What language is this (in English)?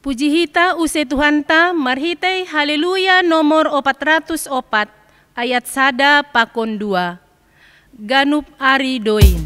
Batak Simalungun